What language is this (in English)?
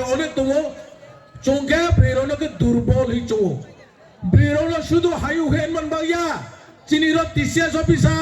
Riang (India)